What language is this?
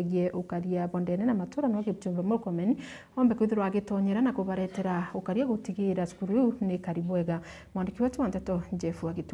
Meru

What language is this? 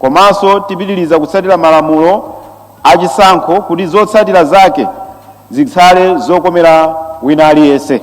Nyanja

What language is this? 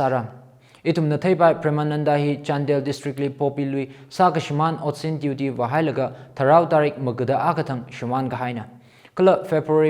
Tangkhul Naga (India)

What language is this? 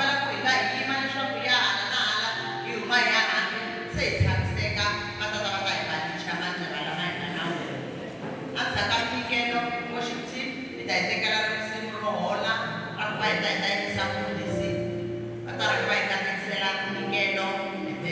Tsonga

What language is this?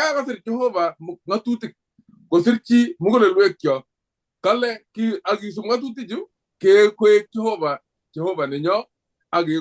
Kalenjin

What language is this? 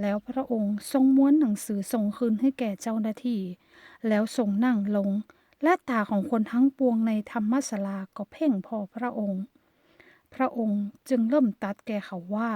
Northern Thai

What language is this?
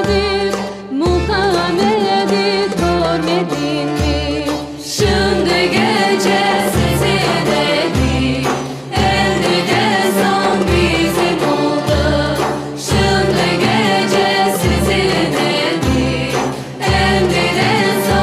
Crimean Tatar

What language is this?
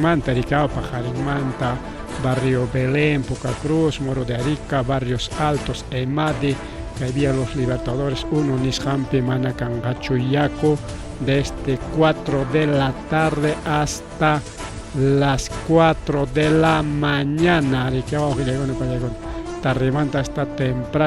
Ayacucho Quechua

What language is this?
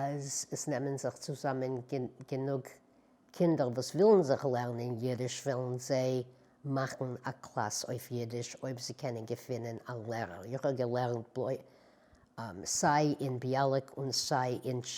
Yiddish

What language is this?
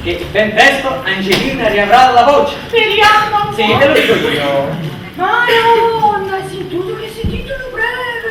Neapolitan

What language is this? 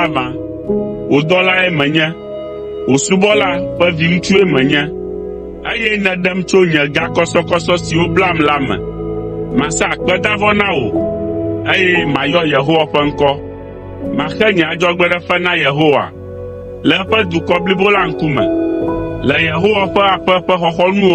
Ewe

